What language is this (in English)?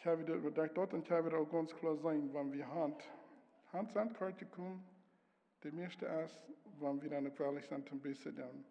Plautdietsch